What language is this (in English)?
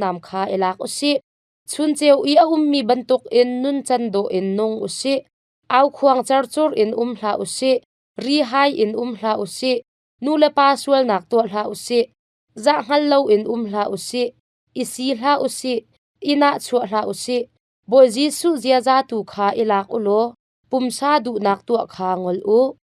Hakha Chin